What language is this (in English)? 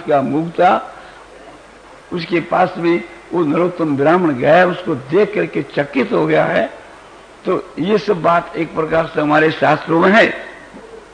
Hindi